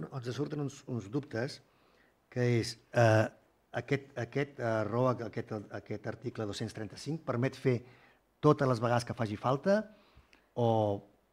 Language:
Catalan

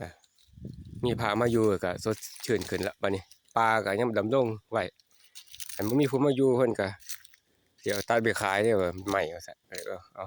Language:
Northeastern Thai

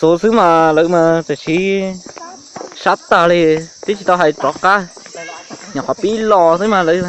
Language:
Hmong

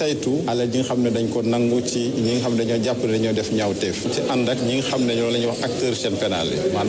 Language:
Wolof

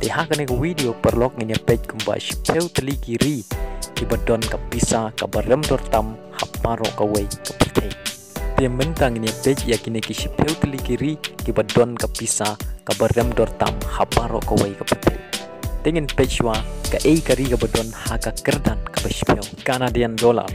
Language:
Khasi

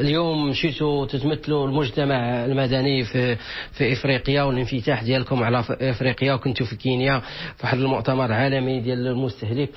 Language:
Moroccan Arabic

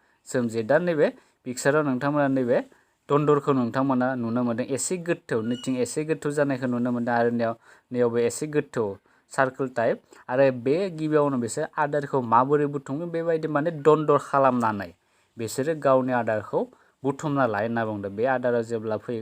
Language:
Bodo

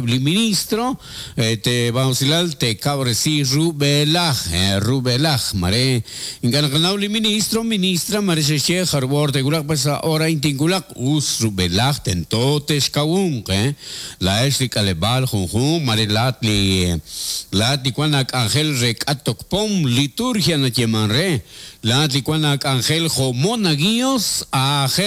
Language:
Kekchí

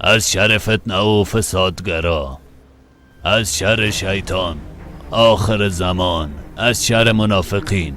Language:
Persian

